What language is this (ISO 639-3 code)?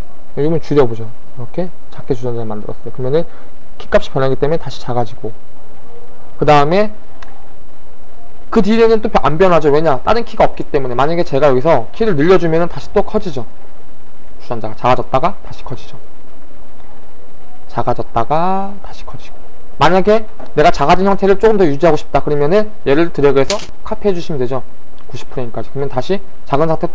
kor